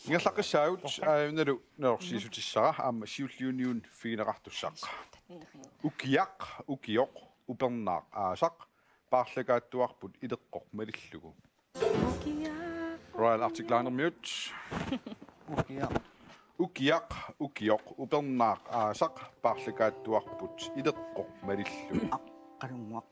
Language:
Kalaallisut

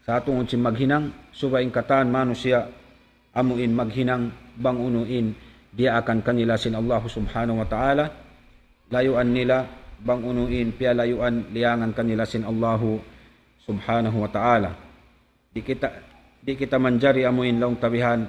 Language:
Tausug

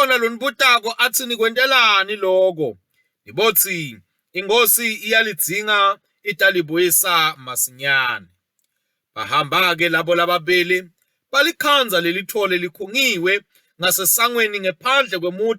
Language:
Swati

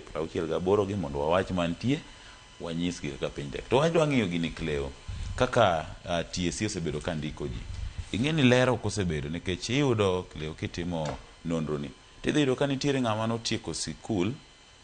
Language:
Luo (Kenya and Tanzania)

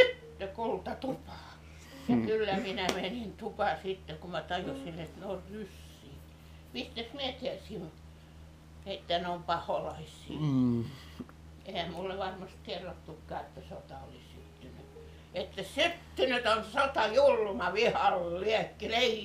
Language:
Finnish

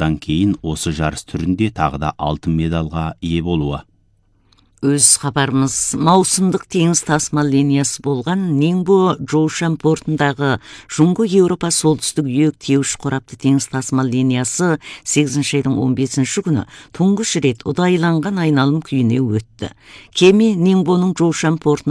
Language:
Kazakh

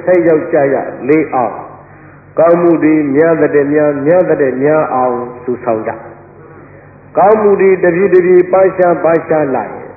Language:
Burmese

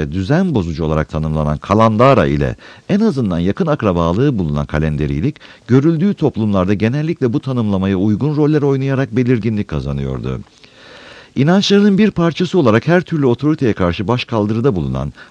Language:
Turkish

